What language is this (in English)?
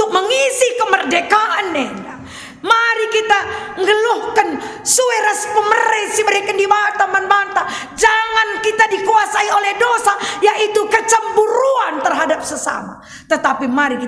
Batak Karo